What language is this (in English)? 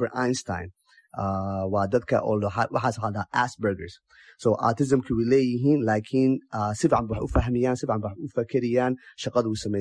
Somali